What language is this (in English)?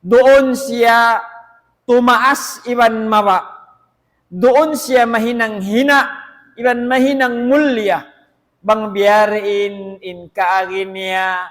Tausug